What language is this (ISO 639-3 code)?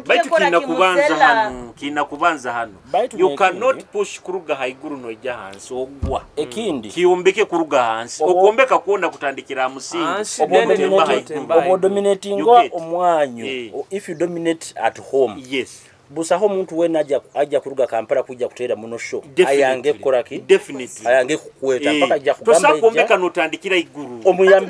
nyo